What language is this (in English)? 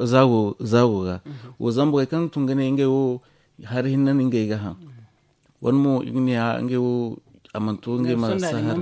Zarma